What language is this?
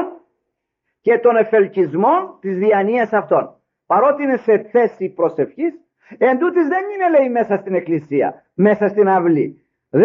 Greek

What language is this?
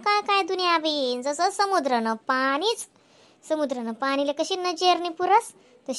Khandesi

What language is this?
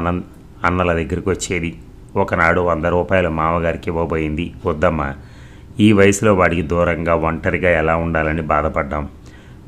Telugu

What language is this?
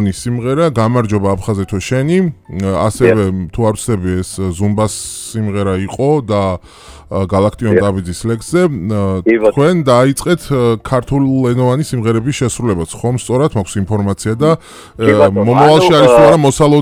Georgian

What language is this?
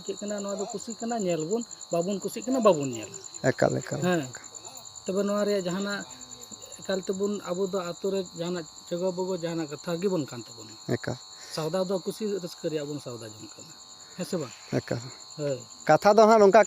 Santali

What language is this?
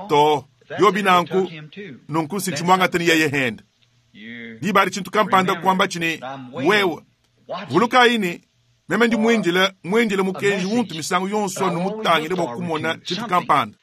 Luba-Lulua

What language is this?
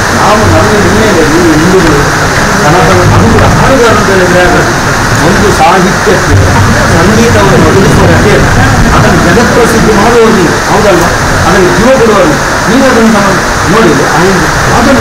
Kannada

